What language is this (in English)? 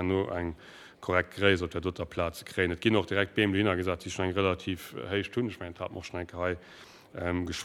Luxembourgish